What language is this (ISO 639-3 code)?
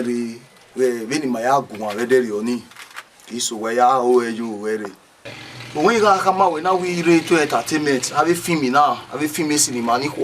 bin